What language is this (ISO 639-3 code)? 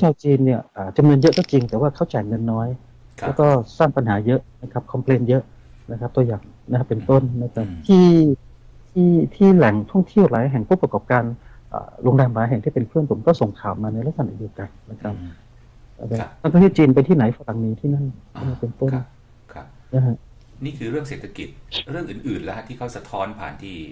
tha